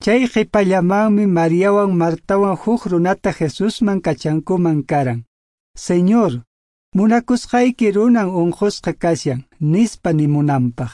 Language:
Quechua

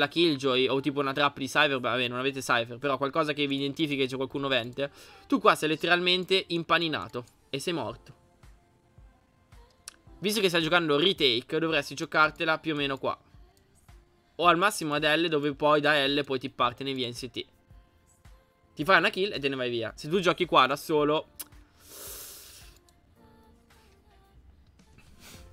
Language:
Italian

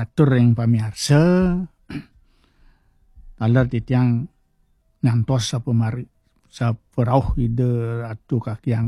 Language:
Balinese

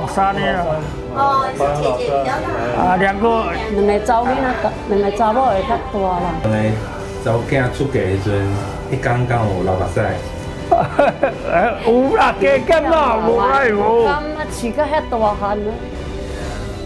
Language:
Min Nan Chinese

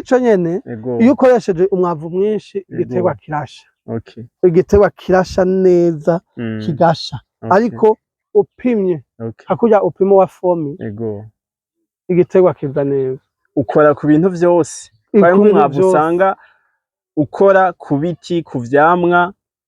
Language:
Rundi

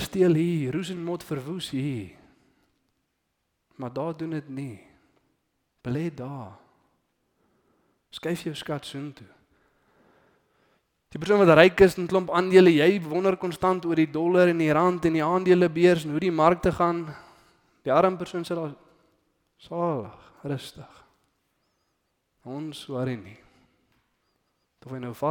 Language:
Afrikaans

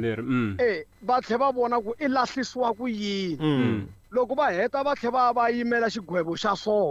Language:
Tsonga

